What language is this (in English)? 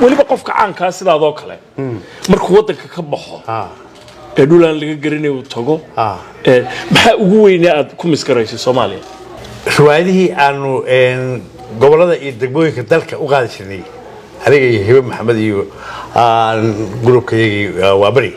Somali